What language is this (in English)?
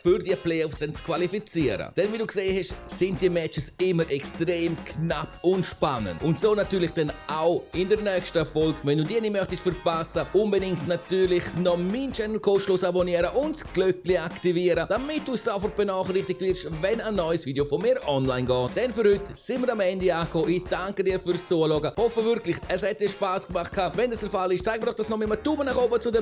Swiss German